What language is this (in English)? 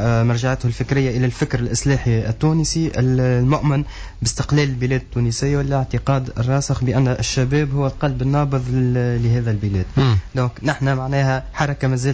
Tunisian Arabic